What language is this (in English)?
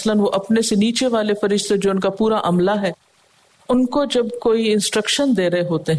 Urdu